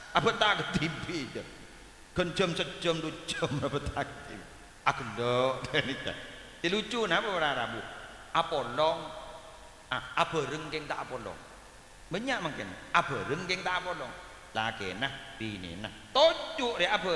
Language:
Madurese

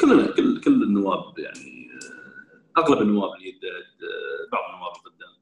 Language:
Gulf Arabic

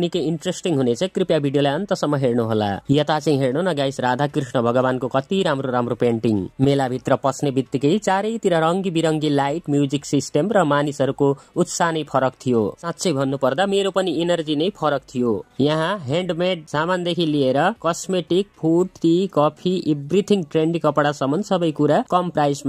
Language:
Nepali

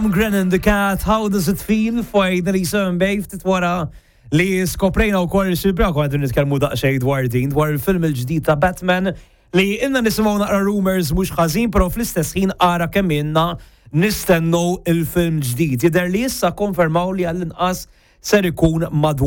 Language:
Maltese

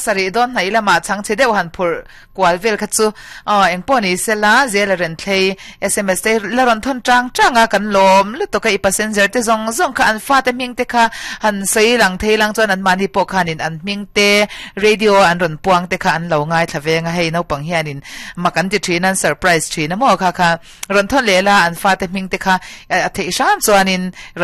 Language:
Mizo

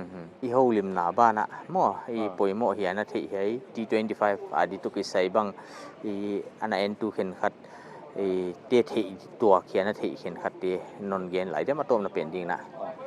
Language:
Paite Chin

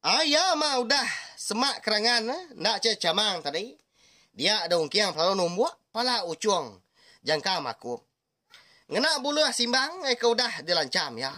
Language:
Iban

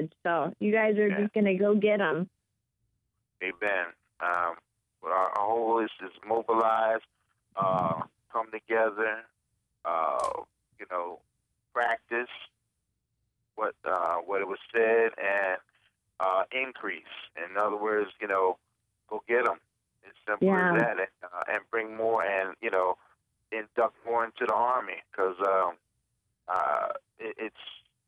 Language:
English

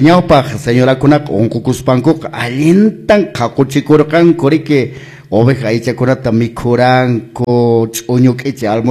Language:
Quechua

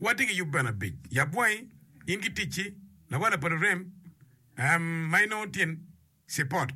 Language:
Acoli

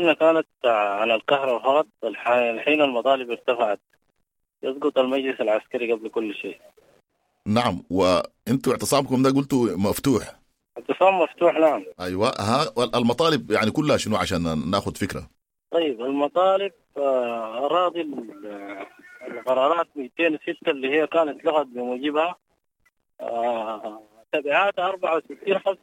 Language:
Sudanese Arabic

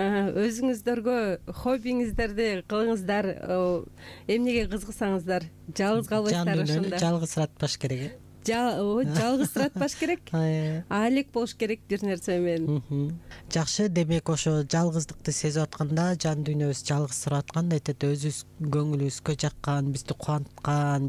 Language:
Kyrgyz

